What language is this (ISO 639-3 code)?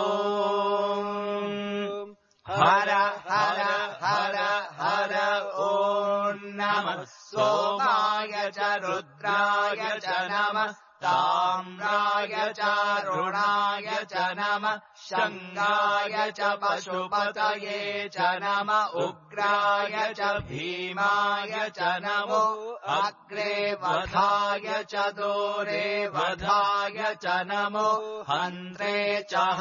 san